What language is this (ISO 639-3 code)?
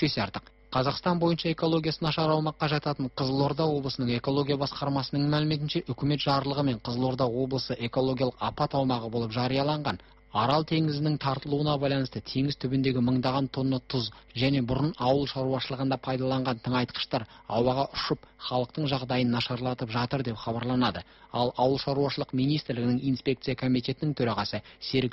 kaz